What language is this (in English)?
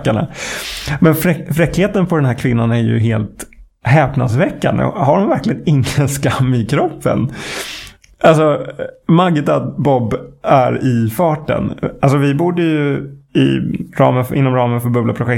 Swedish